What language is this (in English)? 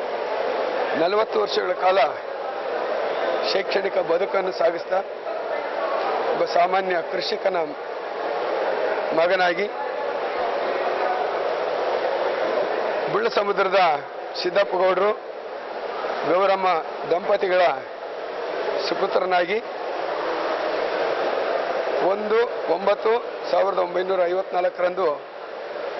Kannada